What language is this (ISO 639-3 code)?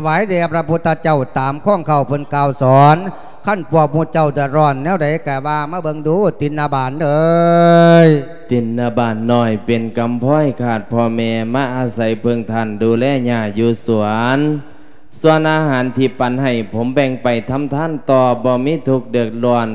lao